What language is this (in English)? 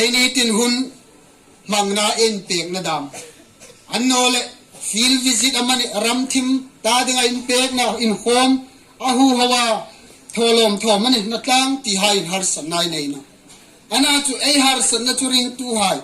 Hmar